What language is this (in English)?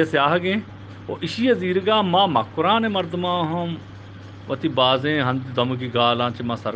Eastern Balochi